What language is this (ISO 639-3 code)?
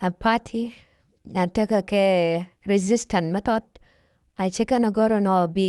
nus